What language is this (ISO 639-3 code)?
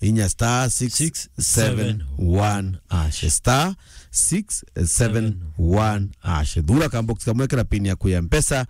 mer